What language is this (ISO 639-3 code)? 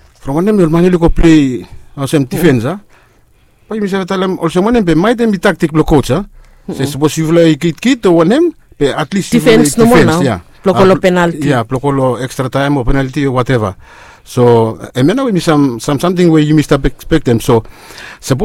bis